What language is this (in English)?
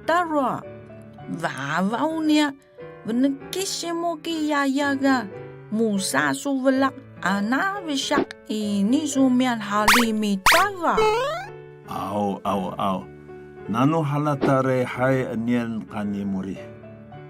Atayal